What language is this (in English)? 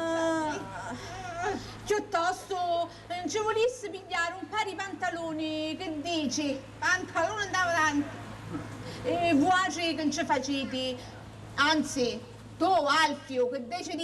Sicilian